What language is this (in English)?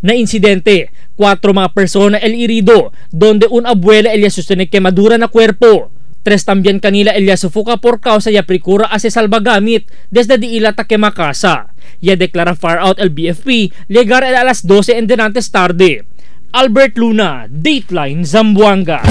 Chavacano